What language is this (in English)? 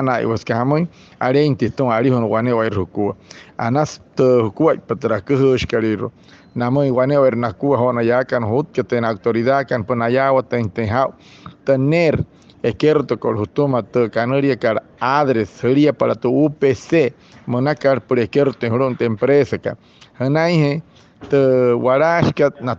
Wayuu